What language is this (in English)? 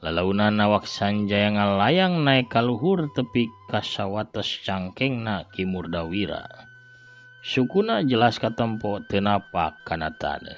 Sundanese